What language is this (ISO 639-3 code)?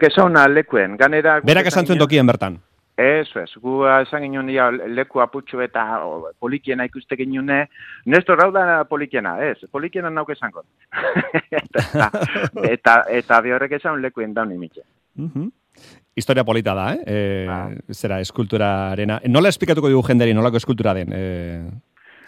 eus